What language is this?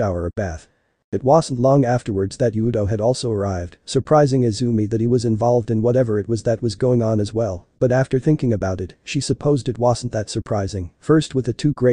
English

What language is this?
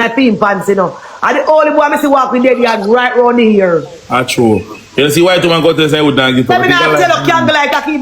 Jamaican Creole English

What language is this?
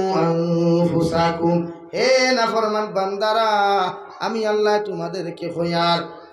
Sylheti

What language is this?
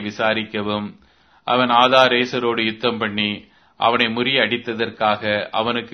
Tamil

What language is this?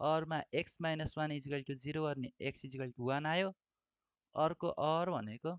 Nepali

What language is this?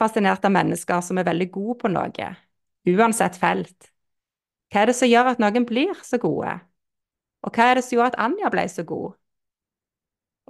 Norwegian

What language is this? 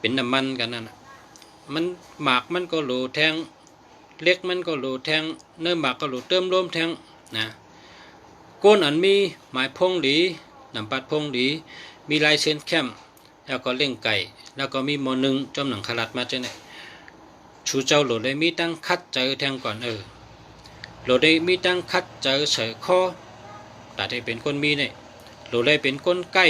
Shan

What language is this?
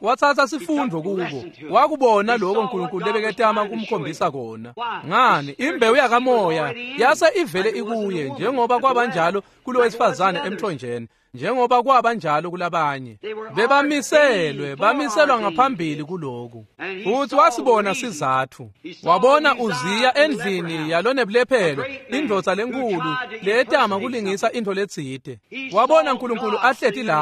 Swati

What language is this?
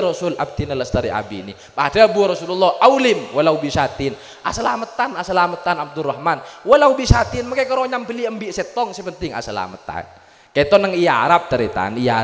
Madurese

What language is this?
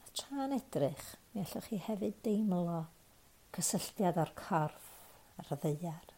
Welsh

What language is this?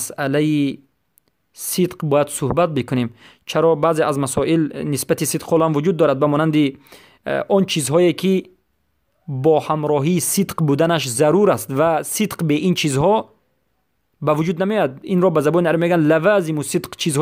Persian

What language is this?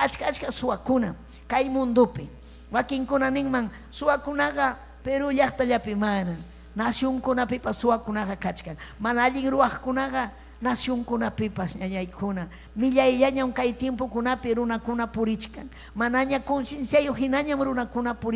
Ayacucho Quechua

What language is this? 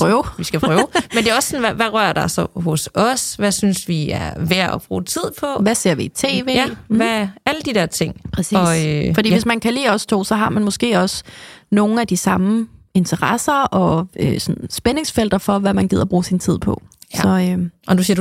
Danish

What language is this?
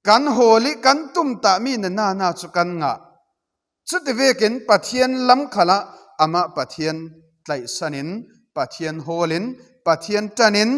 Falam Chin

